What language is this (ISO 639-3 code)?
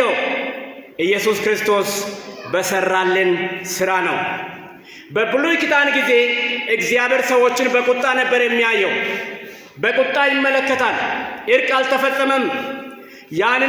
amh